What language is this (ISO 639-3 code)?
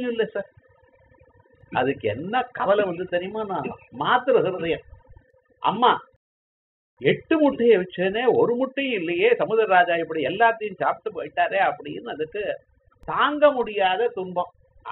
tam